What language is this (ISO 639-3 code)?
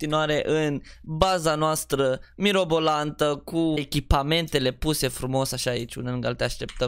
ron